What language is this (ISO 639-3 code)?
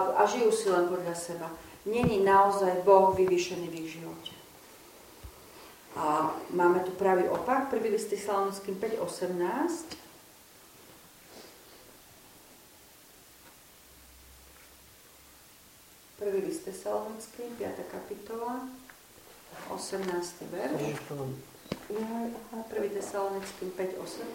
slk